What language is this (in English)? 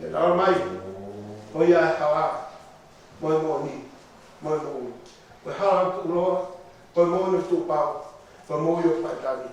Tongan